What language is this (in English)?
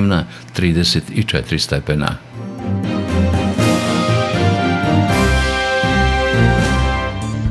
Serbian